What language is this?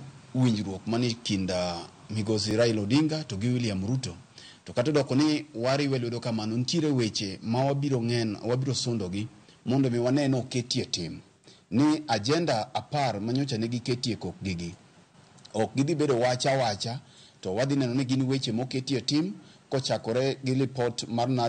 Luo (Kenya and Tanzania)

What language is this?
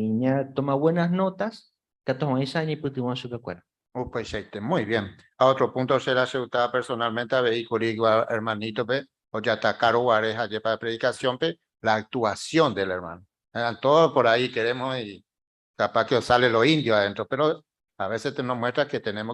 Guarani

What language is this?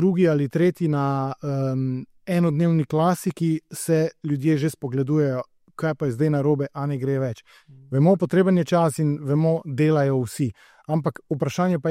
Slovenian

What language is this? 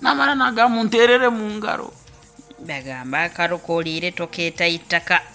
Nyoro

